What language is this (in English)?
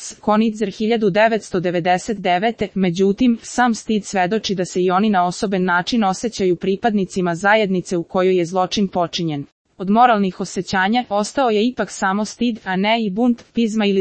Serbian